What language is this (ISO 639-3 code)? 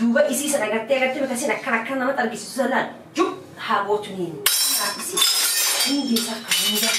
orm